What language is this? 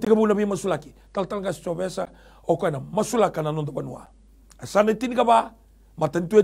Fijian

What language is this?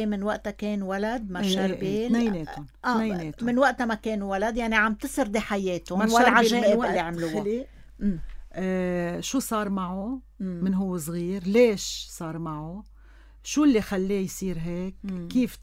North Levantine Arabic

